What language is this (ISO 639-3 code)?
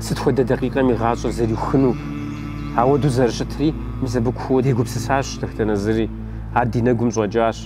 kbd